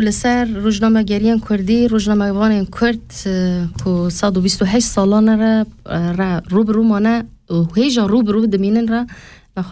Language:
Kurdish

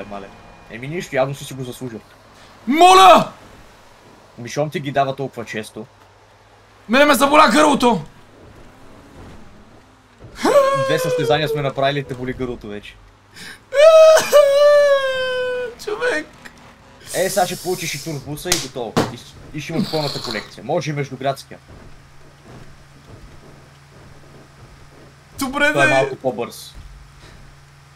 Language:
Bulgarian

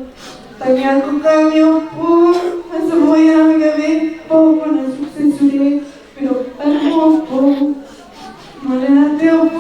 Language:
Batak Toba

